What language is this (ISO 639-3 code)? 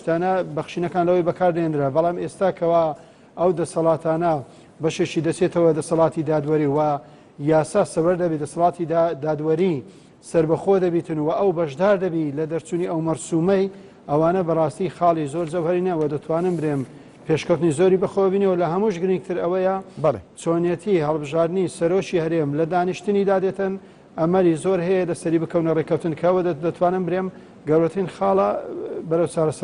ckb